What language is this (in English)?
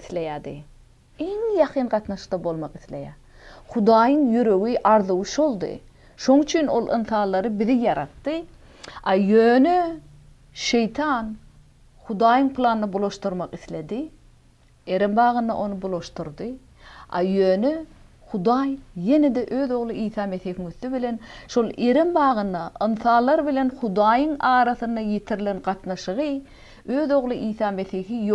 Turkmen